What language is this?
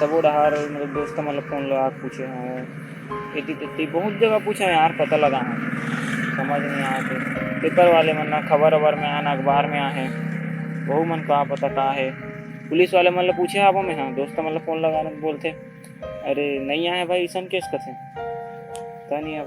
Chhattisgarhi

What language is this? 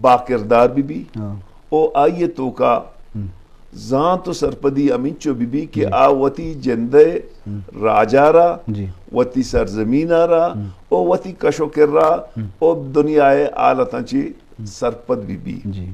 Baluchi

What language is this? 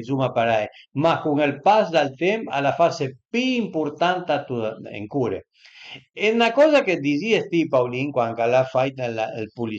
Piedmontese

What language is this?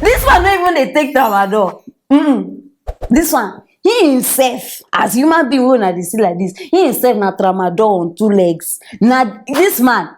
Nigerian Pidgin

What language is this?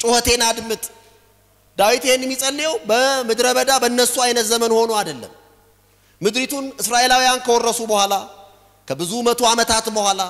Amharic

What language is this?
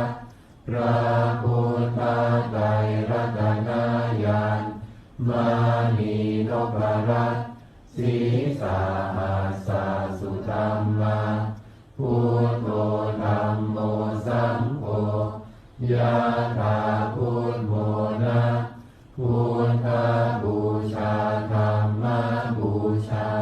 Pali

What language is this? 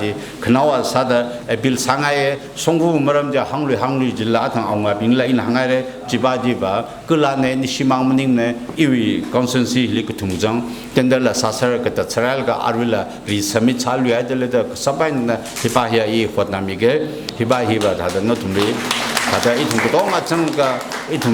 Tangkhul Naga (India)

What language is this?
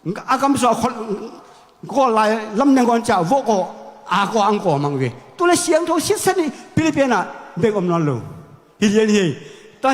Tedim Chin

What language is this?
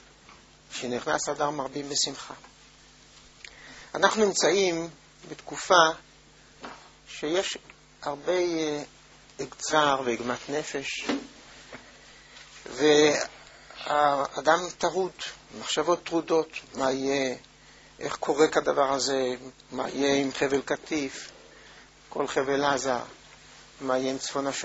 Hebrew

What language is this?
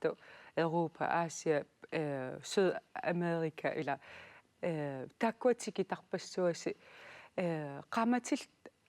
Kalaallisut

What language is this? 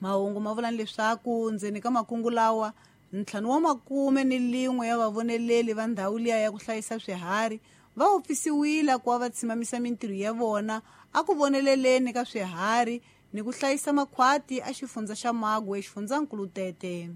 Tsonga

